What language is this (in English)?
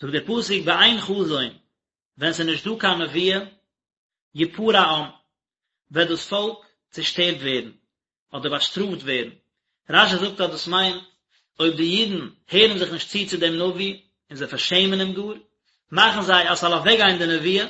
Yiddish